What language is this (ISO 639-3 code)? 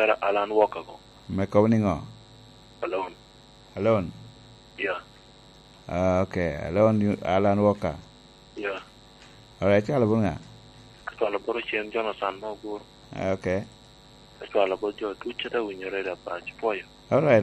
laj